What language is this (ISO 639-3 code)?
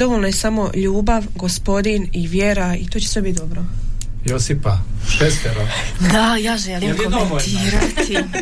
hrv